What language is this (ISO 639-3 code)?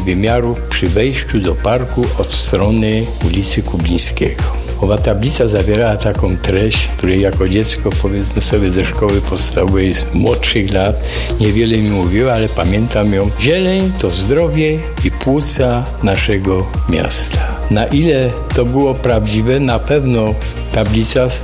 pol